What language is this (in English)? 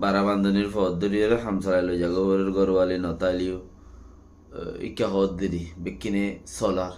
Rohingya